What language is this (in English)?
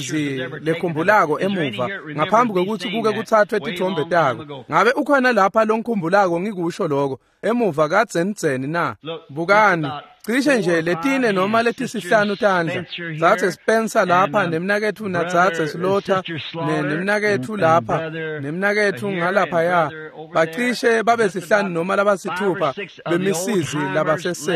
Swati